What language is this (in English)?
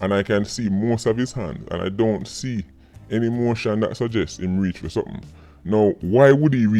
Jamaican Creole English